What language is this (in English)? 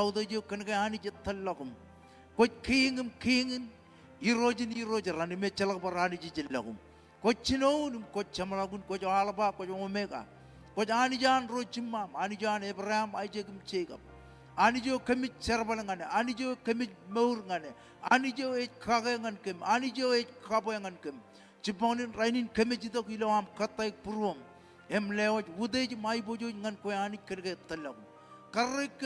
Marshallese